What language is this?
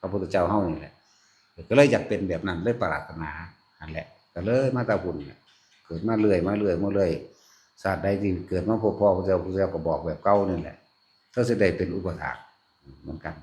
Northeastern Thai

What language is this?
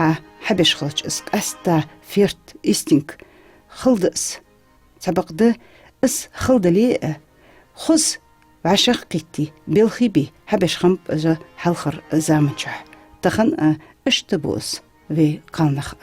Ingush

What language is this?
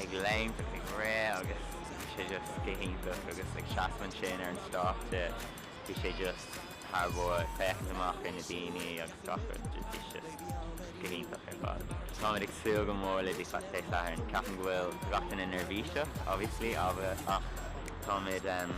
Irish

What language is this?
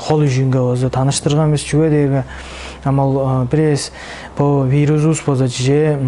Tuvinian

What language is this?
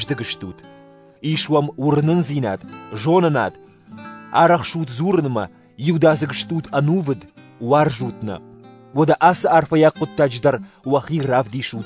Ossetic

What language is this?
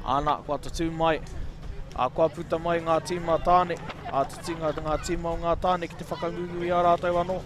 Māori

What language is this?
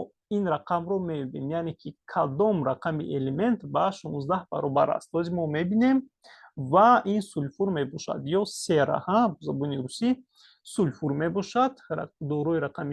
Tajik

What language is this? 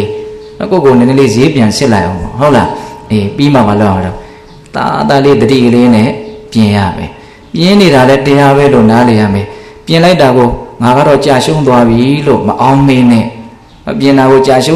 Burmese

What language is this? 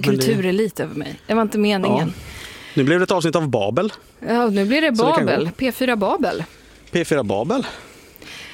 Swedish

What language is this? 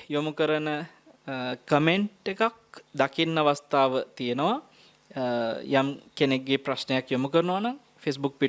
Sinhala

